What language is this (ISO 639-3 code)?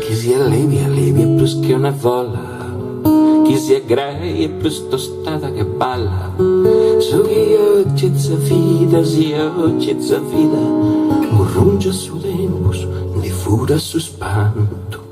srd